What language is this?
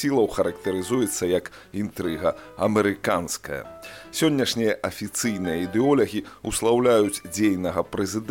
Belarusian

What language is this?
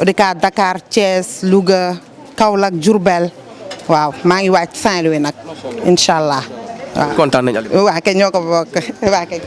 Wolof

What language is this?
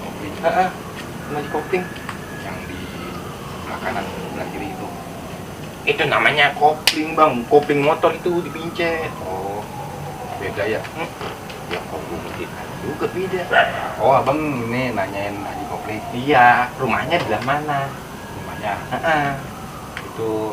Betawi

